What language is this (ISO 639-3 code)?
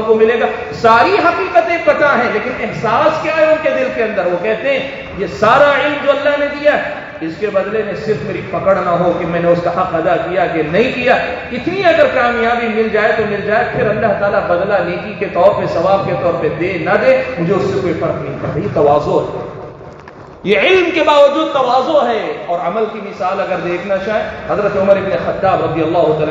urd